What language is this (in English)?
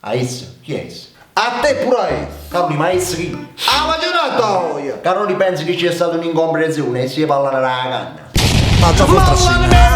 Neapolitan